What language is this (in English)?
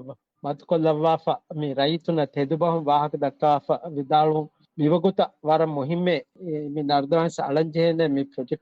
Divehi